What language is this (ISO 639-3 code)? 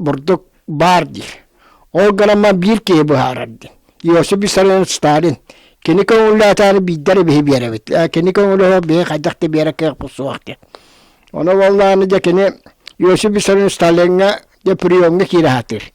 sah